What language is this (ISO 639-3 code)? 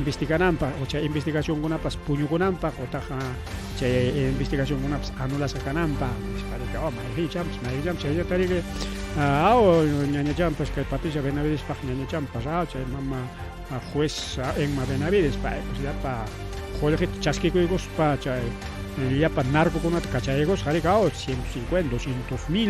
quy